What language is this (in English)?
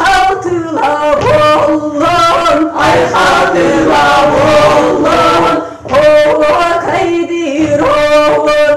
Yakut